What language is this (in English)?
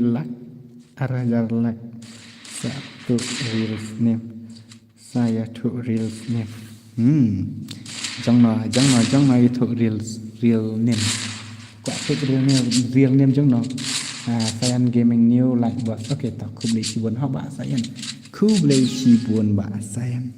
Khasi